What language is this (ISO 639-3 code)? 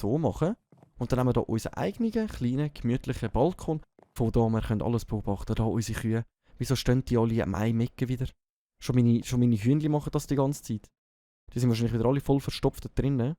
gsw